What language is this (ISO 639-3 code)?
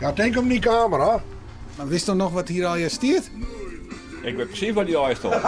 fry